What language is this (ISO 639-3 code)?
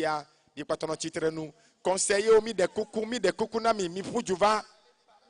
ewe